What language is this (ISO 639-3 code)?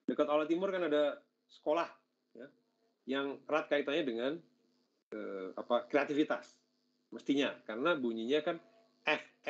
ind